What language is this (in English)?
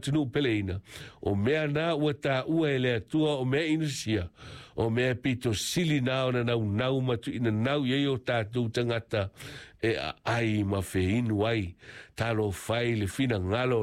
Samoan